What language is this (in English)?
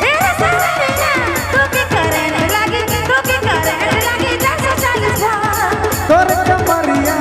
Sadri